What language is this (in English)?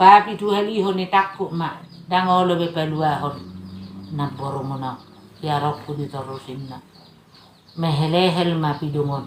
Batak Toba